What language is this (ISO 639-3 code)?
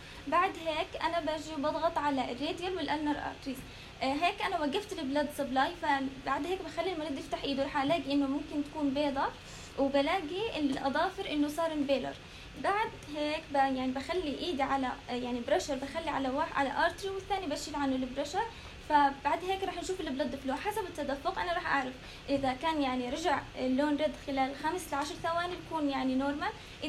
apc